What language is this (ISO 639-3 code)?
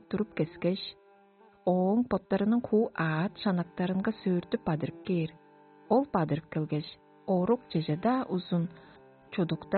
tyv